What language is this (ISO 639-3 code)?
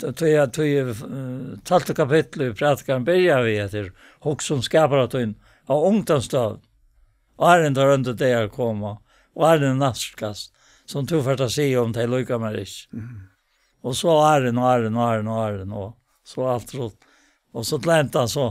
fao